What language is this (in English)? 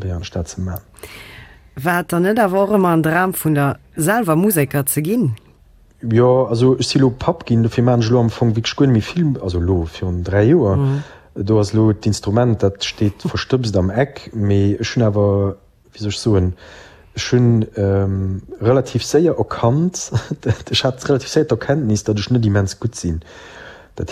Luxembourgish